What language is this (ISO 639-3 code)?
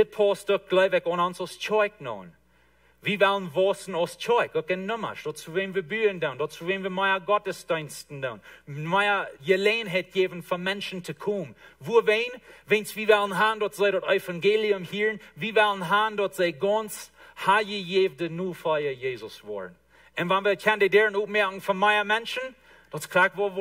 pdt